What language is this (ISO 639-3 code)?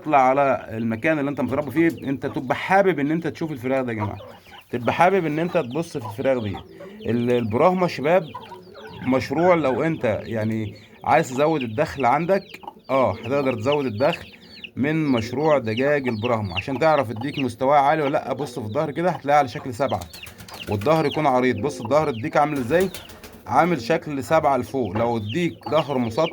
arz